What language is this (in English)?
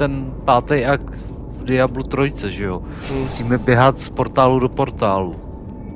Czech